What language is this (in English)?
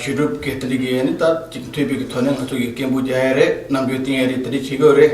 Tibetan